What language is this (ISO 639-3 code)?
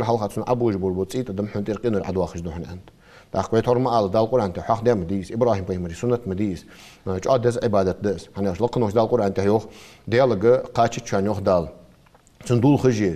inh